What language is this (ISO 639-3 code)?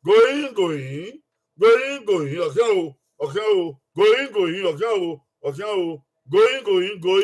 bin